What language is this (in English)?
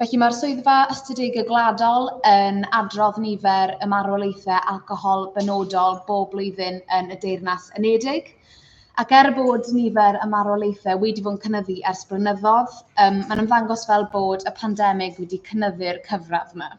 Welsh